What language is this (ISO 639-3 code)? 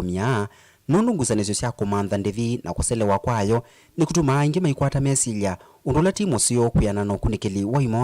kam